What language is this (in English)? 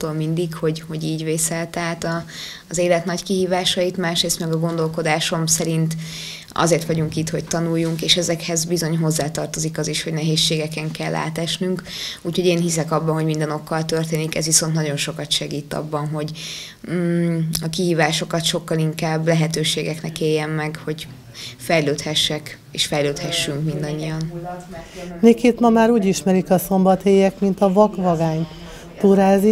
Hungarian